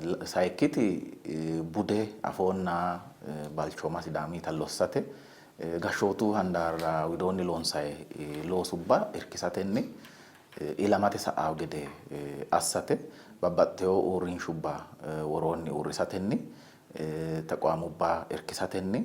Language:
Sidamo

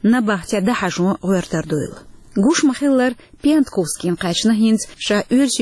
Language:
Chechen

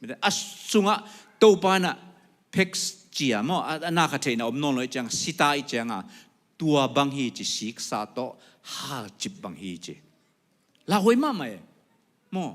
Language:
Tedim Chin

